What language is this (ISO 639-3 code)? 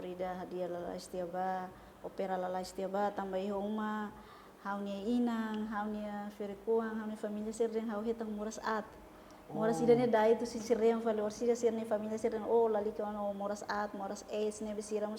tet